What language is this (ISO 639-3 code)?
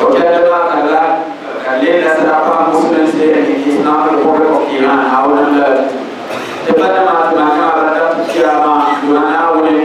dag